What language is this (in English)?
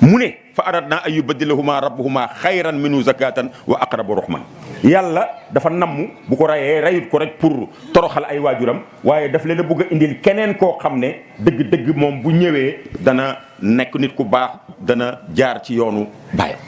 Wolof